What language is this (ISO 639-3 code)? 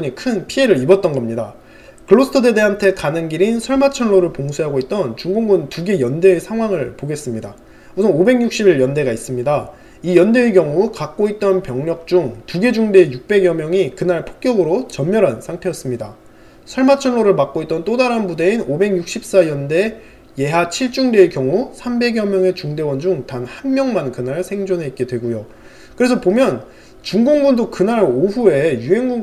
kor